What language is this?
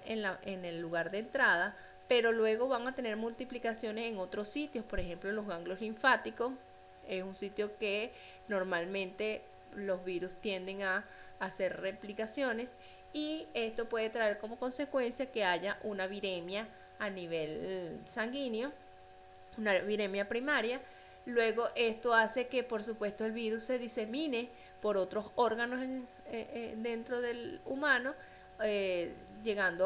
Spanish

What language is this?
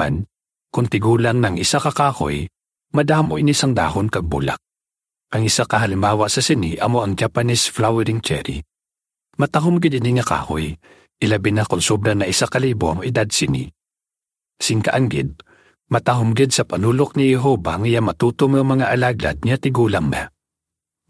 Hiligaynon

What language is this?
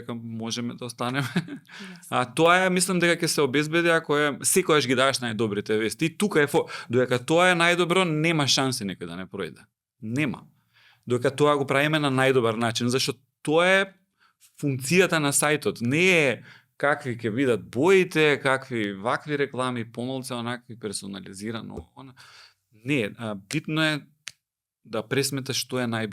Macedonian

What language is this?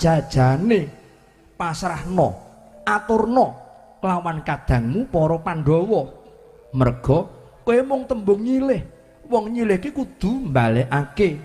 Javanese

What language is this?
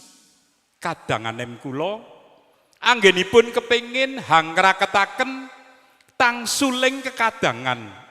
Javanese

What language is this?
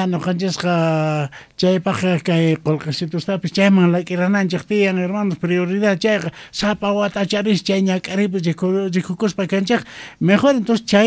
South Bolivian Quechua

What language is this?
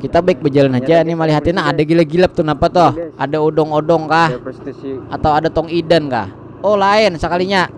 Banjar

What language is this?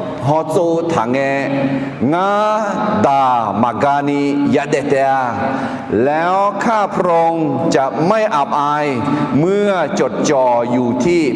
Akha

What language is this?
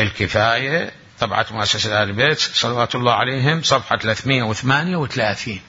Mesopotamian Arabic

